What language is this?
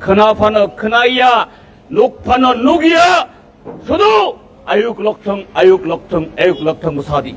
Kok Borok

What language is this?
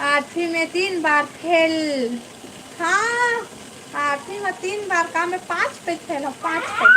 Chhattisgarhi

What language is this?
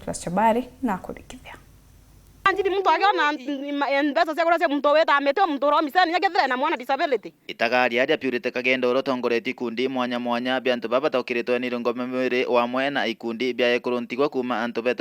Meru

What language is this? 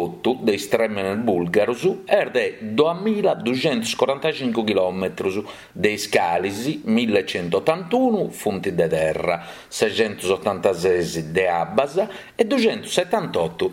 Sardinian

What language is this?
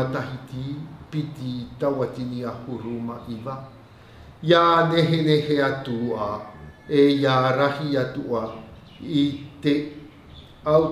Tahitian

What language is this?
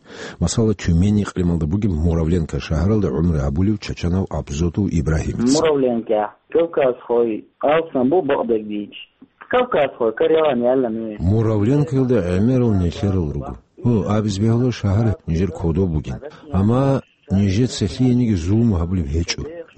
Avaric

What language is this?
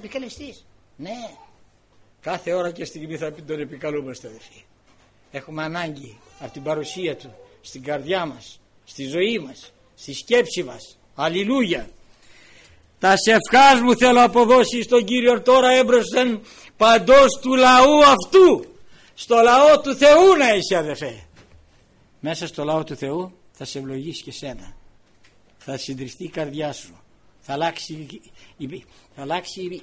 Greek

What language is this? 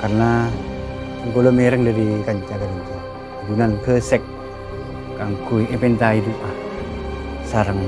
Madurese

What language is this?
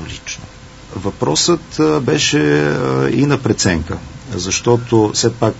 Bulgarian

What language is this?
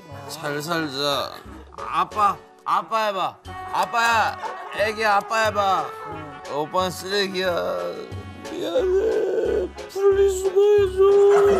Korean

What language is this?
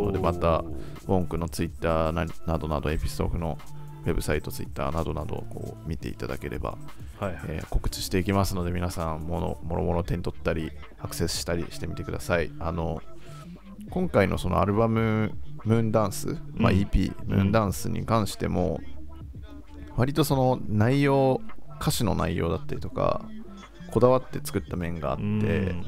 Japanese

